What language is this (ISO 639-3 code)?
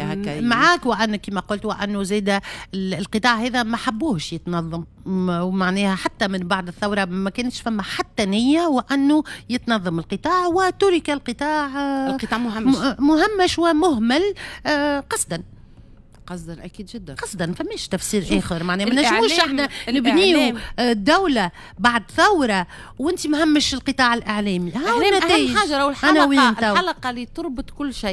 aeb